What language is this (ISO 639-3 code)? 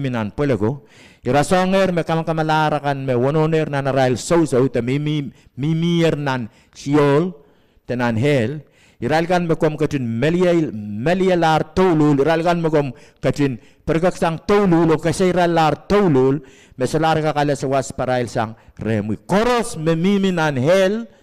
pon